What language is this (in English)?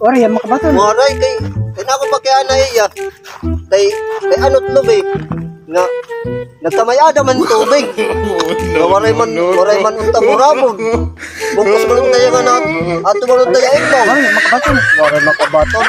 Waray